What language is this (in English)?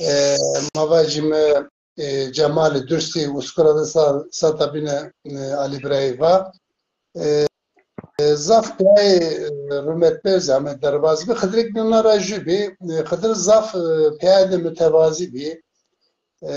Zaza